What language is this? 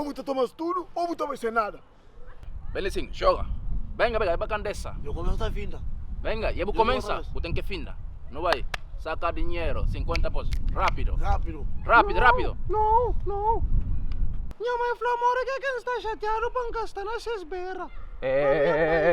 Kabuverdianu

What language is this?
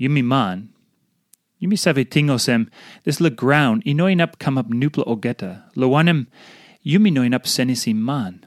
Tok Pisin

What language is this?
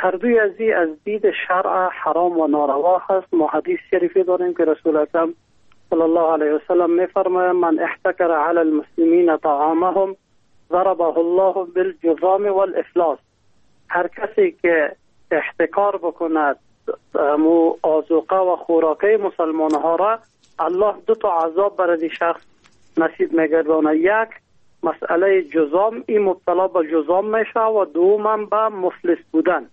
Persian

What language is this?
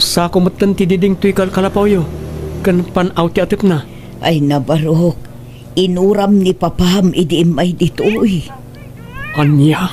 Iloko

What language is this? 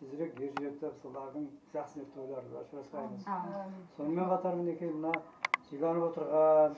Kara-Kalpak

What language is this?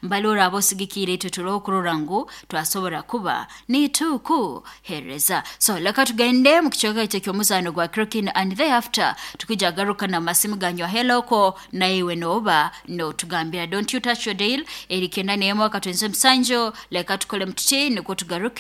Nyankole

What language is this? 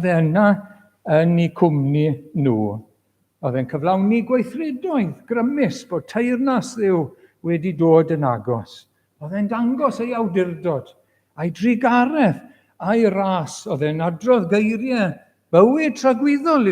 Welsh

